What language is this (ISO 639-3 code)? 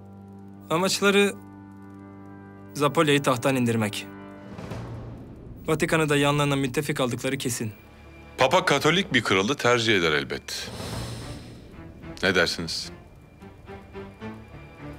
tur